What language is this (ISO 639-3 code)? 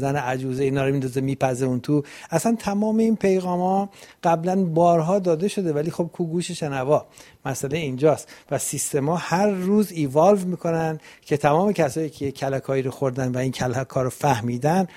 fas